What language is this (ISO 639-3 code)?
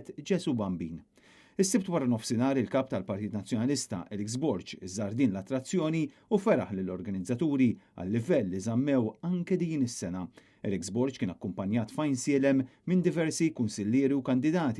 mlt